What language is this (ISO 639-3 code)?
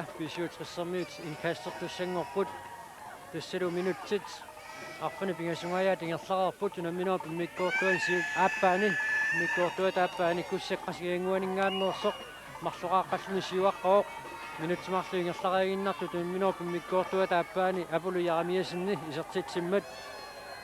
kal